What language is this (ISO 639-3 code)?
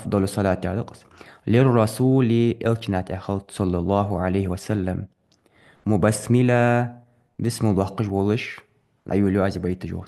inh